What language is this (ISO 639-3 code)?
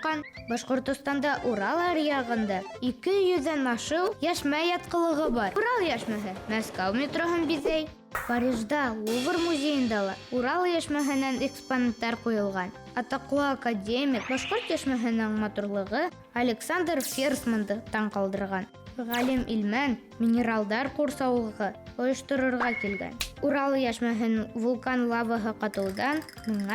bak